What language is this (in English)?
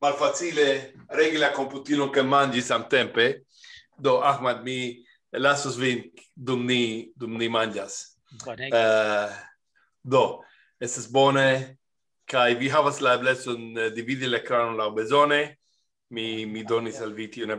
Esperanto